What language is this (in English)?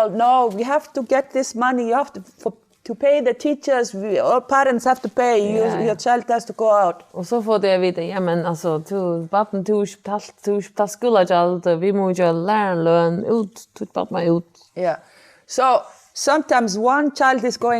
Faroese